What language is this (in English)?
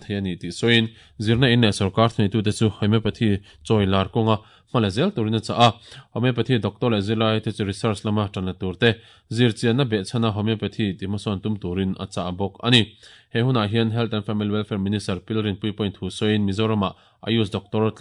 Mizo